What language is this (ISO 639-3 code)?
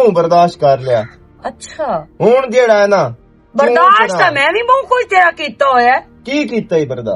lah